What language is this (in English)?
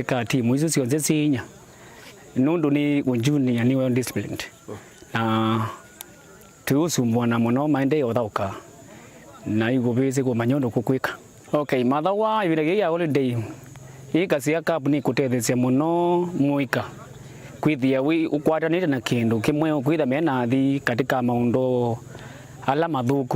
Kamba